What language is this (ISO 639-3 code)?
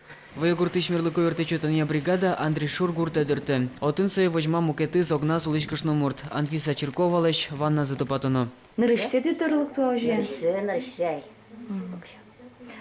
udm